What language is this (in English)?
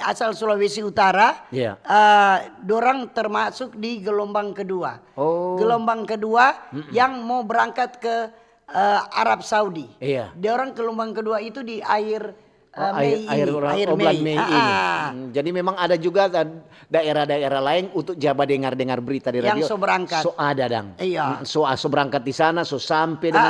Manado Malay